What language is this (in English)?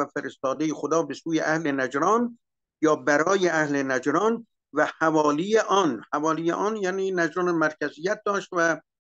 Persian